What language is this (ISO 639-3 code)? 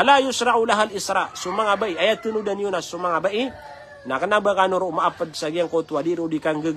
mrw